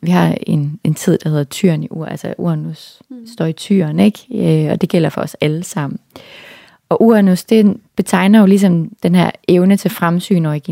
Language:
Danish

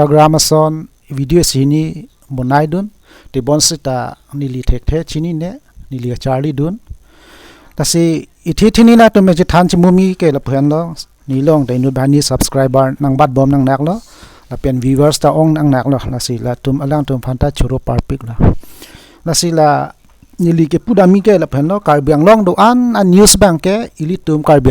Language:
Karbi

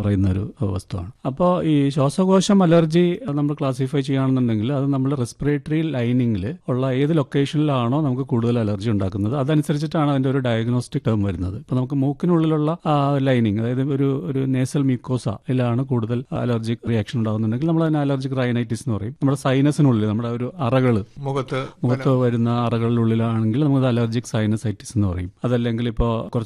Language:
Malayalam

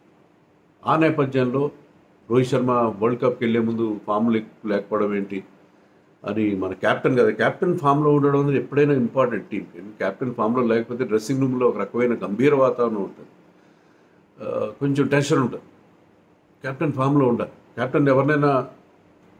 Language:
Telugu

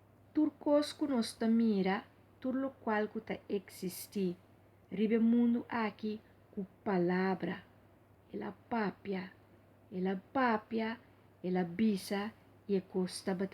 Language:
Papiamento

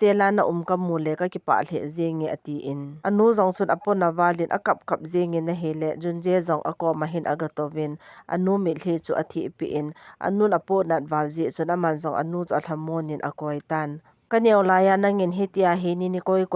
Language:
Thado Chin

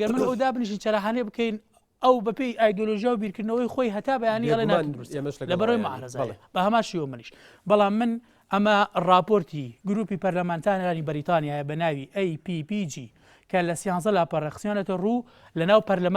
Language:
Central Kurdish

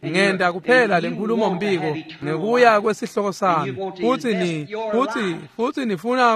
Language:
Swati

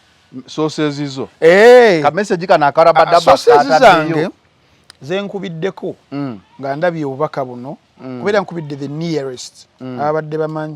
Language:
Ganda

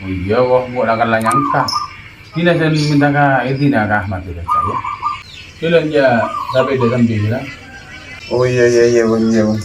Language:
Madurese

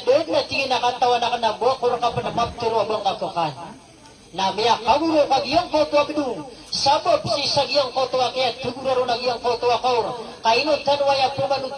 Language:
Maranao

